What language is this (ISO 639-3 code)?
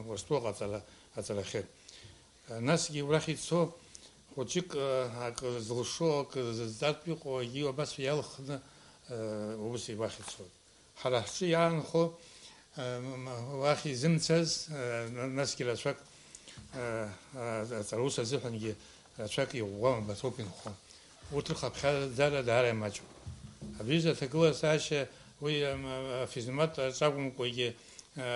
abk